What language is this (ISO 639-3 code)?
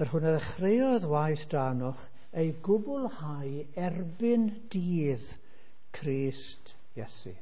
cym